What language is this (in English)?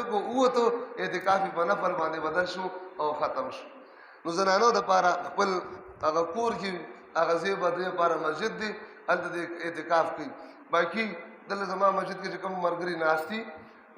Pashto